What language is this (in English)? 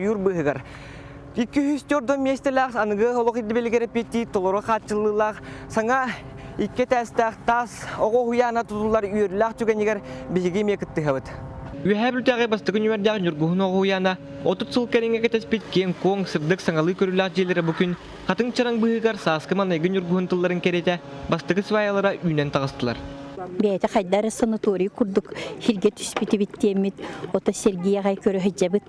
Yakut